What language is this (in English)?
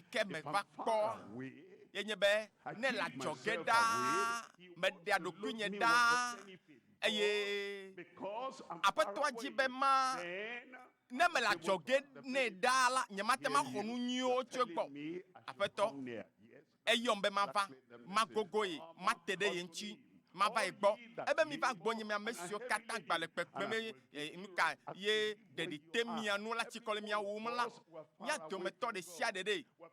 Ewe